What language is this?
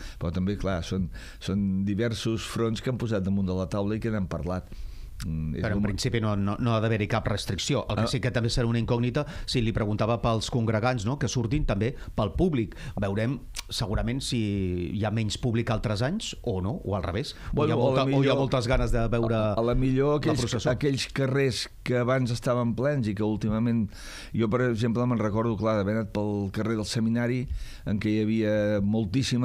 Catalan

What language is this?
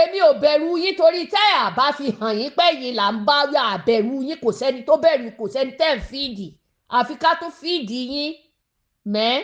Yoruba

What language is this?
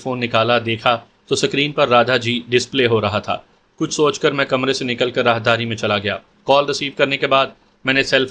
Urdu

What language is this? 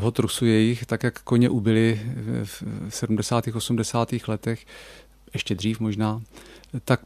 Czech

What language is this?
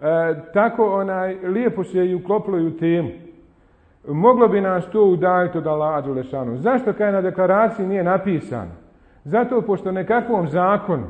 Bosnian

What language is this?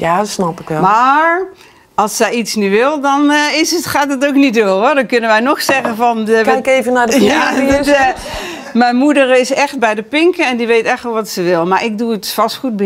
Dutch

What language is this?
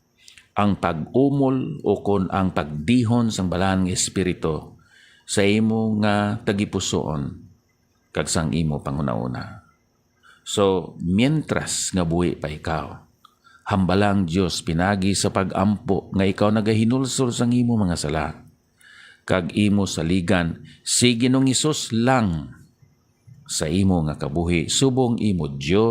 Hiligaynon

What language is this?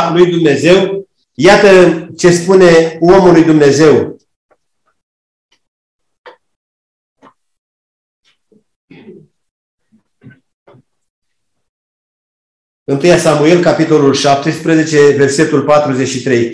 Romanian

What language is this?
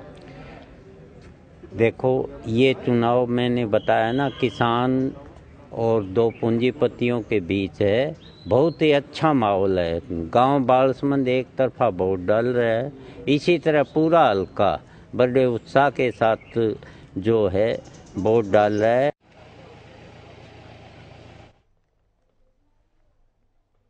Hindi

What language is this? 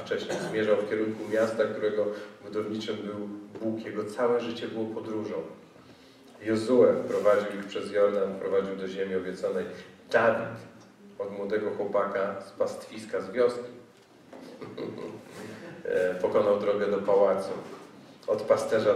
Polish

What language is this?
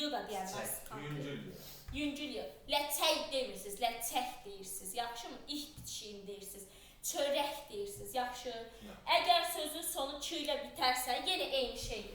Azerbaijani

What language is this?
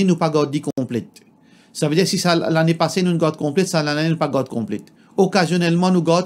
Morisyen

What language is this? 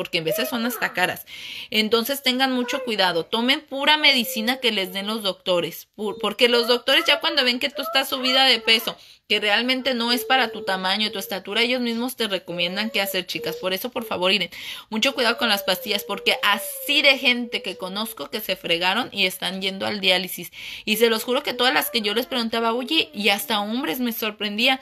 Spanish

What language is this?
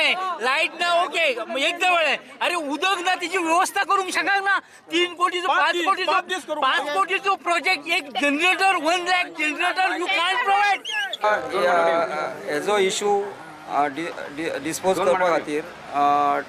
Konkani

